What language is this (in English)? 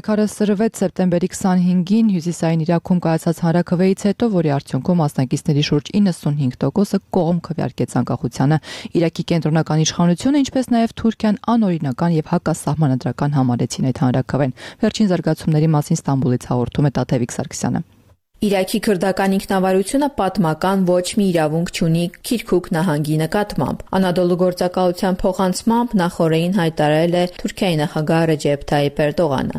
Armenian